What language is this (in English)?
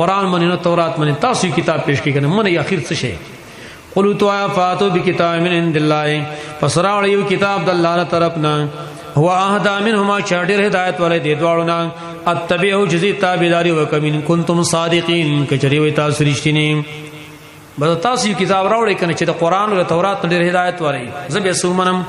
Pashto